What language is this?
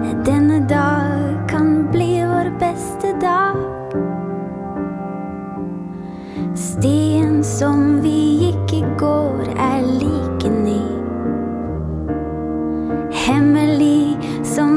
Norwegian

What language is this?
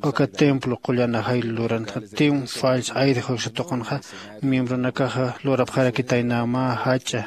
Aymara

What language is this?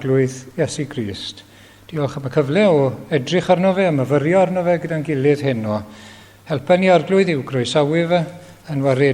Welsh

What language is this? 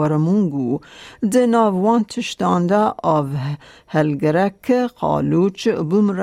Kurdish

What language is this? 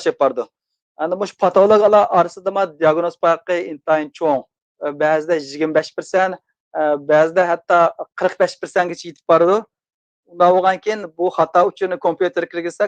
Uyghur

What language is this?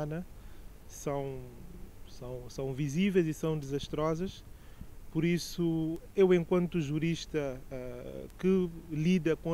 Portuguese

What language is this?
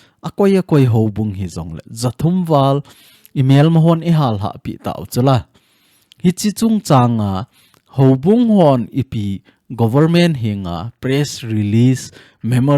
Thado Chin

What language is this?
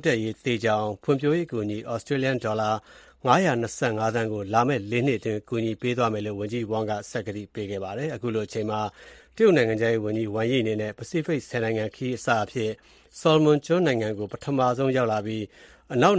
Burmese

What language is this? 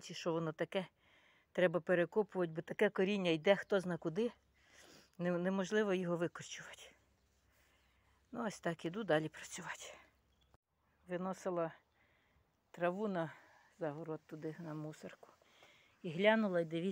Ukrainian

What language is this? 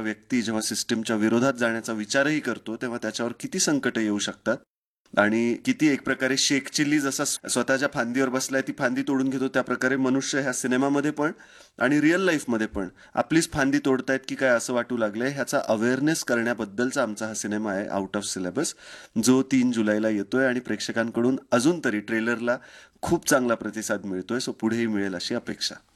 Marathi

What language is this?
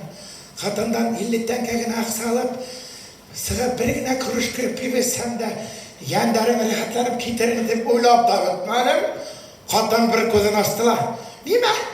Bashkir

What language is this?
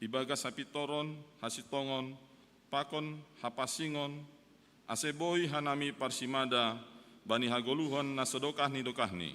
Batak Simalungun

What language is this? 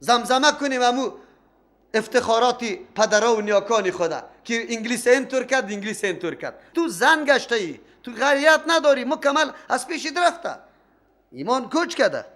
Persian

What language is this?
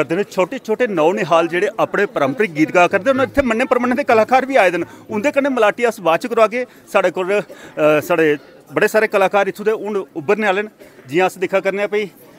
Dogri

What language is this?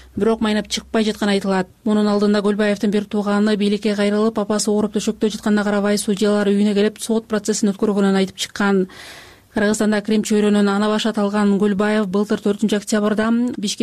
Kyrgyz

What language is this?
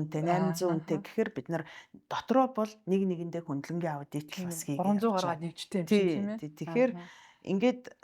Mongolian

